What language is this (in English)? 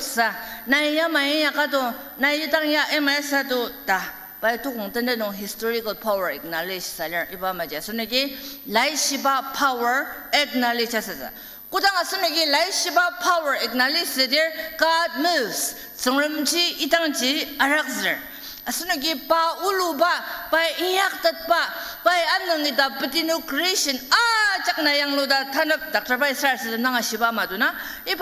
Ao Naga